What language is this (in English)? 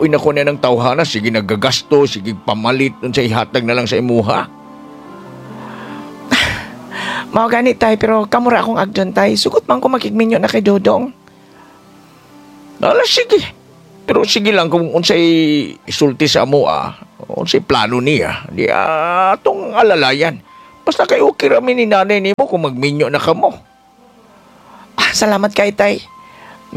Cebuano